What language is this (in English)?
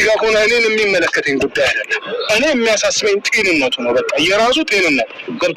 Amharic